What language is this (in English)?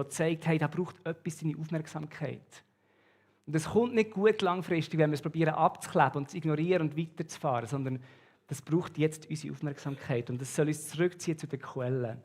Swiss German